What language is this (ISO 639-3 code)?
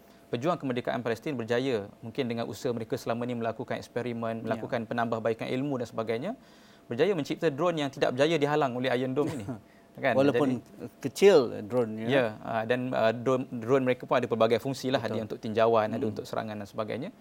msa